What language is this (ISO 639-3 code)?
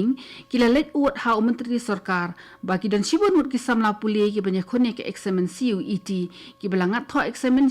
kha